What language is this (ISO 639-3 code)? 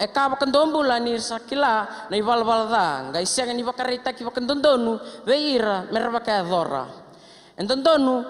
fij